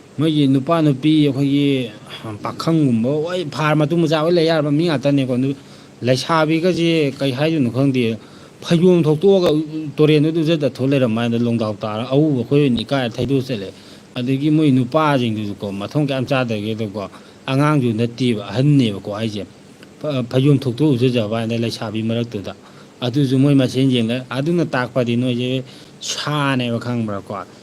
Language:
Manipuri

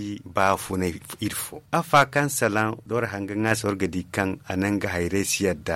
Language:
Zarma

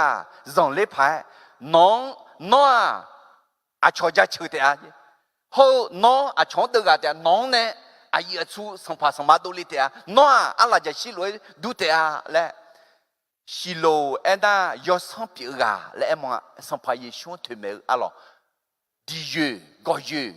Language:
Akha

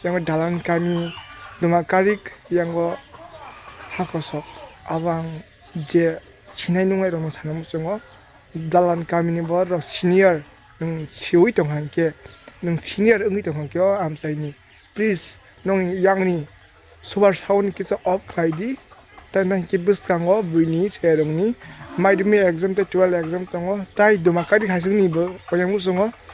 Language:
Kok Borok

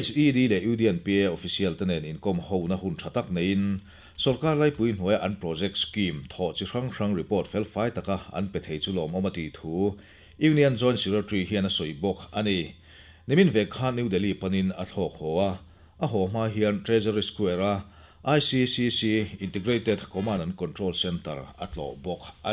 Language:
Mizo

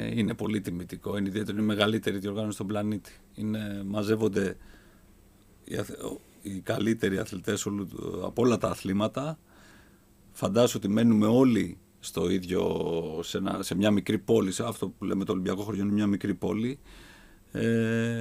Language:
Greek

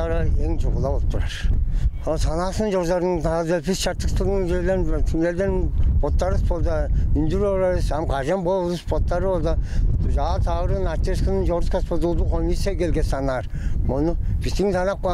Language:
Tuvinian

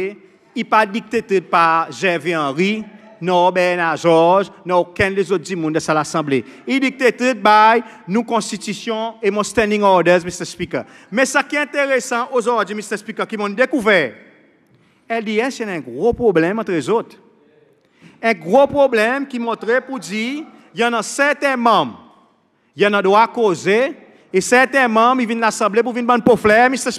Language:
Seselwa Creole French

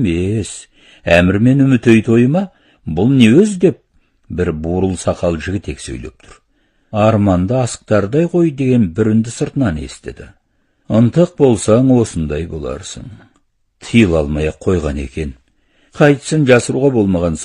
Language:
Kazakh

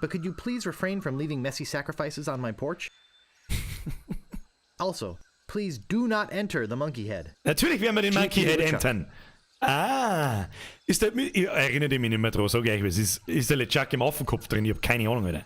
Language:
Bavarian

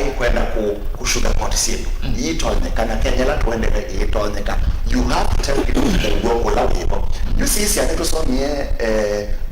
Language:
Kamba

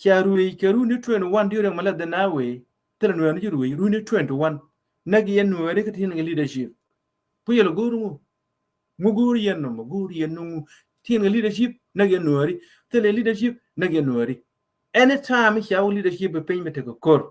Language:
Nuer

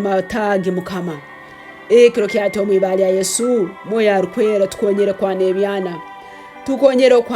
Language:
Tooro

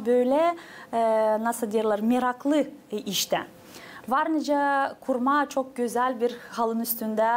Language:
Gagauz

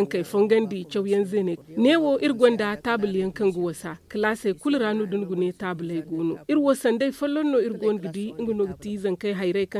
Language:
Zarma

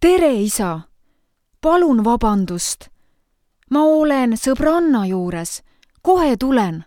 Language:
Estonian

